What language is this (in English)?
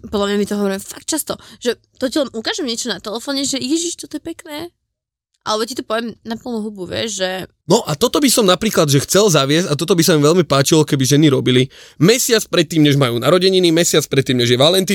Slovak